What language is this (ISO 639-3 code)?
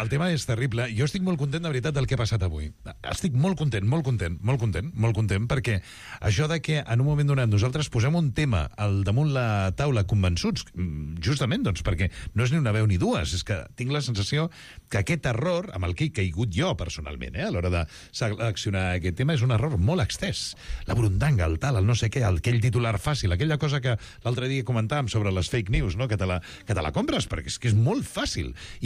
cat